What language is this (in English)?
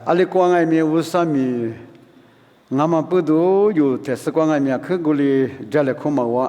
Lisu